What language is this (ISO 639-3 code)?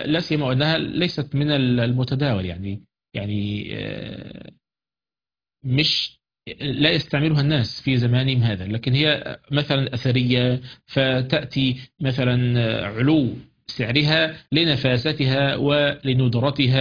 ara